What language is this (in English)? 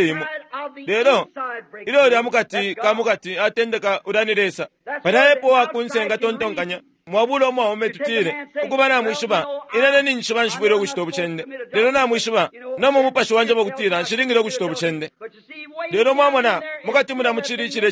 Bemba